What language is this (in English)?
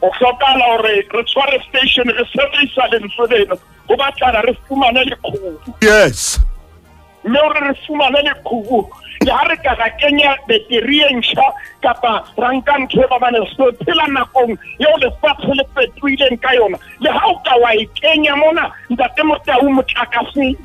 Southern Sotho